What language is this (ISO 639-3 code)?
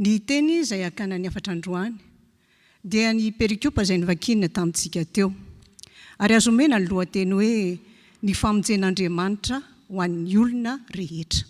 mlg